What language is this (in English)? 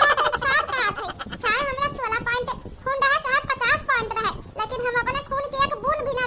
Awadhi